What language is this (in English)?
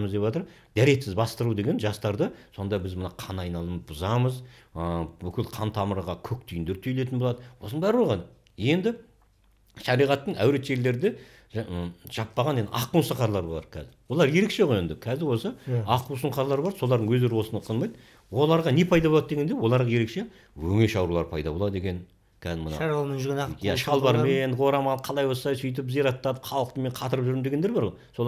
Kazakh